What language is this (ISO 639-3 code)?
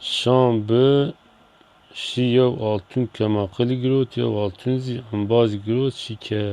zza